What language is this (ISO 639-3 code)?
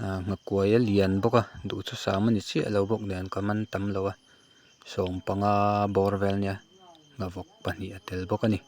lus